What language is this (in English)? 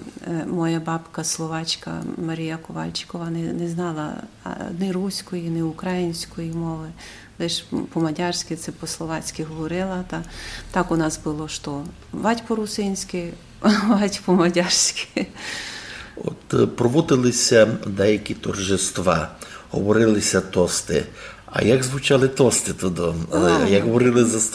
Rusyn